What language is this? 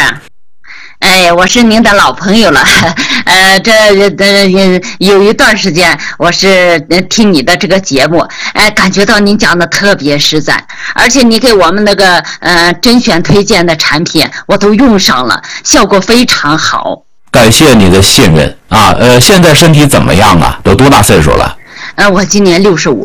Chinese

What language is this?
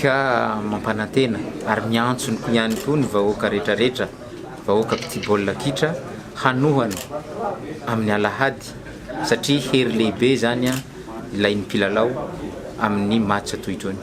Malagasy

